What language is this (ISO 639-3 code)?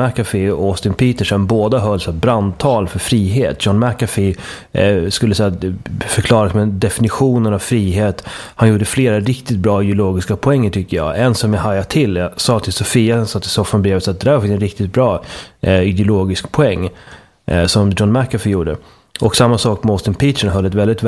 swe